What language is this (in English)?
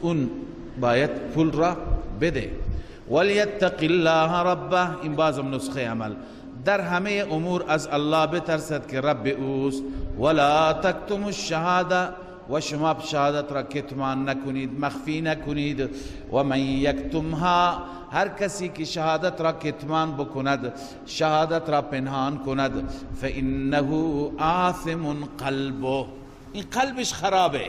Persian